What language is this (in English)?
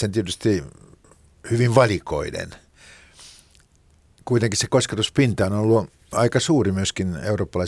Finnish